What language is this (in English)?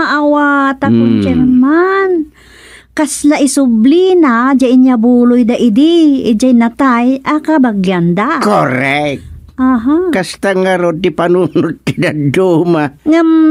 Iloko